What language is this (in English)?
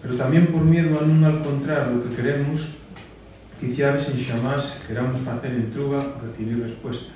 Asturian